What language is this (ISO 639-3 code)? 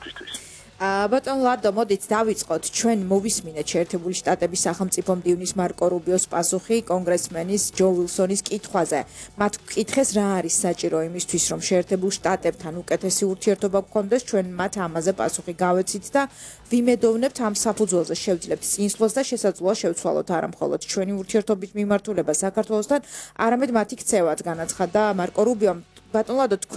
kat